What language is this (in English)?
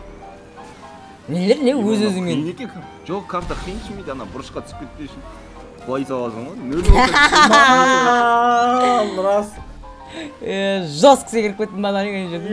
Kazakh